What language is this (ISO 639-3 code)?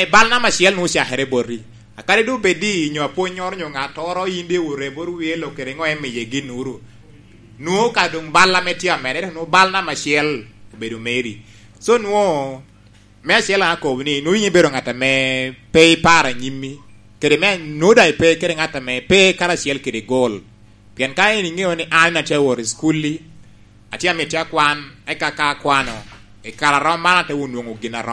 laj